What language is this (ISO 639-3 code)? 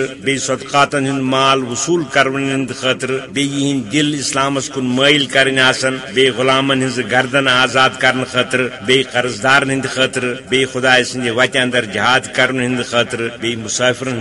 kas